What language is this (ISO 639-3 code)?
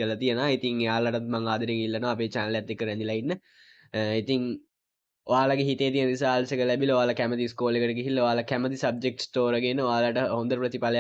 sin